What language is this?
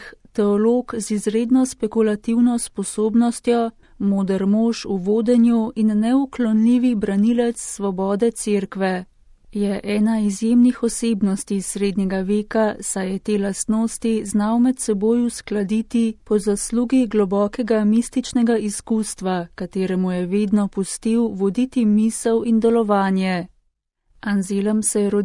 Slovenian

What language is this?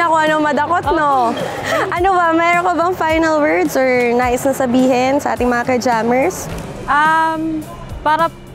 Filipino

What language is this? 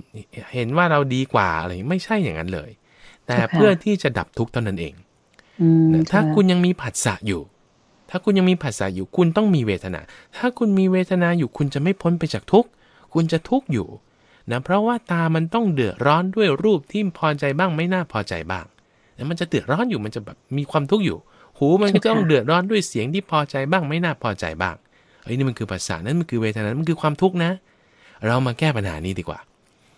Thai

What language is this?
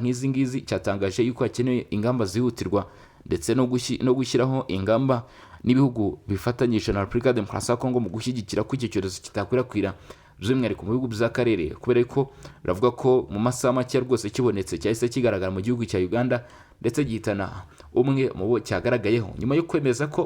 Kinyarwanda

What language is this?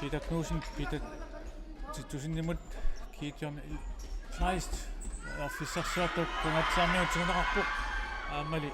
Kalaallisut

